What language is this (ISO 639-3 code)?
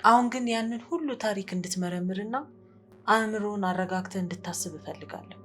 amh